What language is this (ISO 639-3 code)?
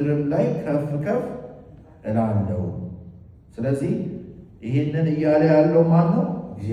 amh